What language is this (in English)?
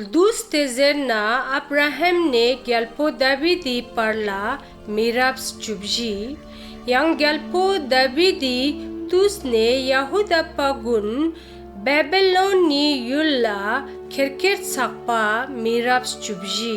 Ladakhi